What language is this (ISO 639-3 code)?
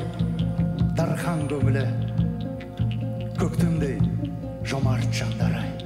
kaz